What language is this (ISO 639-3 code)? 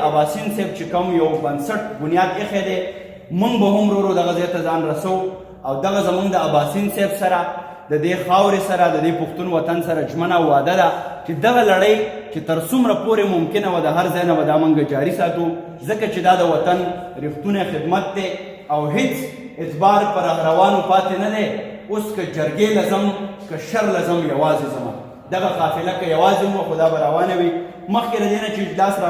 pus